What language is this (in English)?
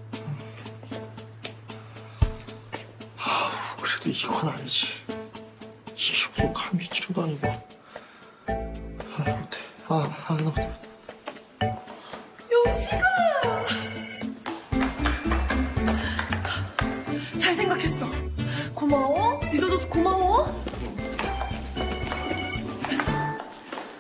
Korean